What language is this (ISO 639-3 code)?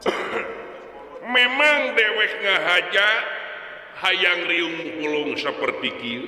sun